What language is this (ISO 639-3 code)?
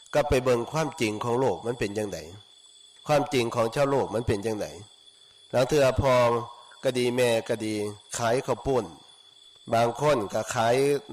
tts